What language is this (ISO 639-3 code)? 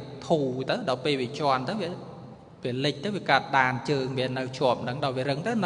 khm